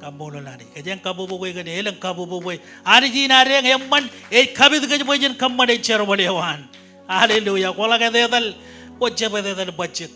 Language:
Marshallese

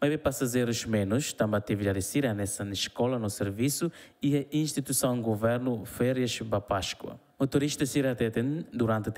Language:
Tetum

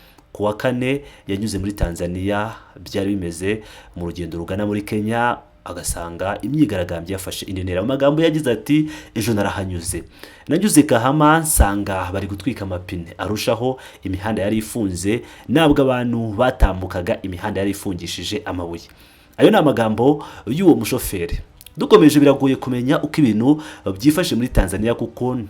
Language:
Kinyarwanda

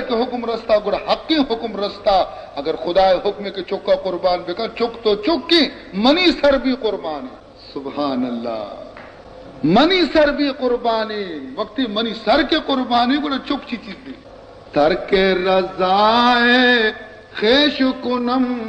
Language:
Baluchi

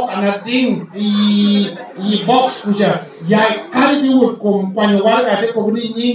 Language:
Lango (Uganda)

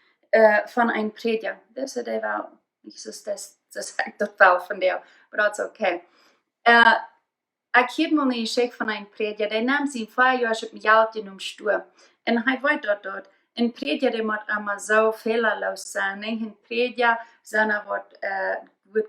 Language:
Plautdietsch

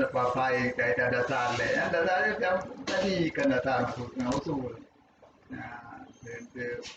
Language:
Achinese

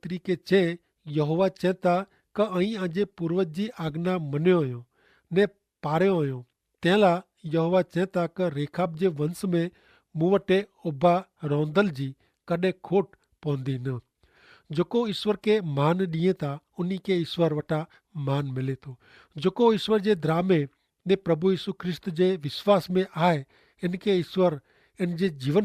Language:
Kachhi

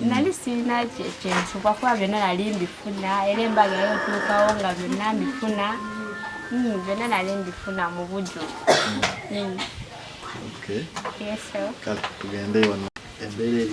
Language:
Ganda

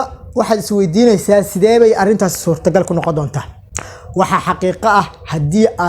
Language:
Somali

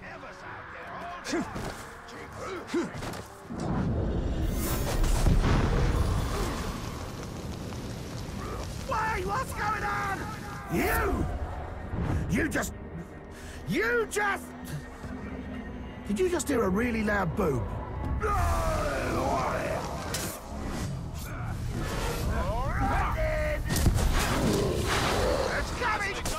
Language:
English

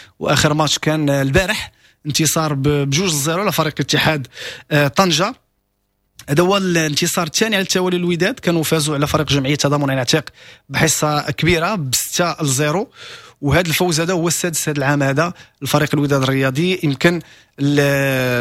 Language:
Moroccan Arabic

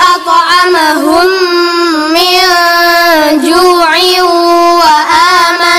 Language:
Arabic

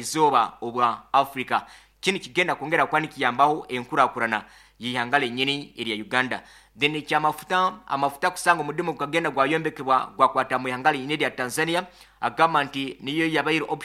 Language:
Nyankole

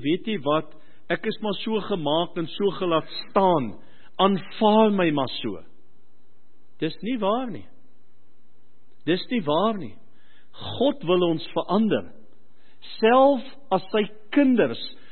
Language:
Afrikaans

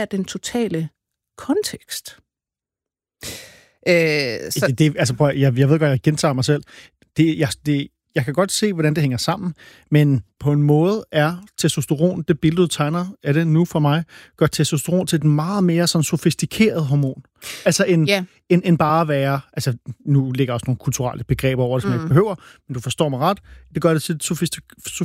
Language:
Danish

